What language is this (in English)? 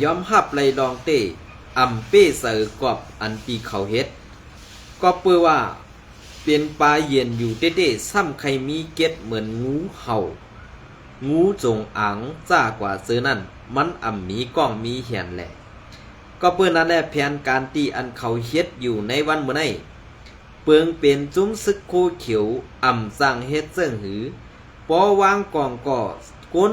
Shan